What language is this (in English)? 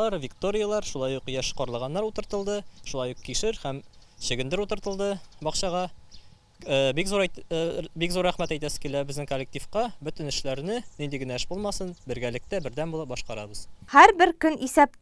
Tatar